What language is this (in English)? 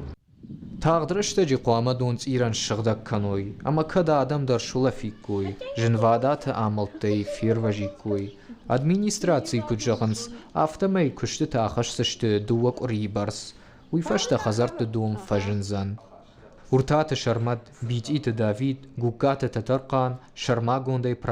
Ossetic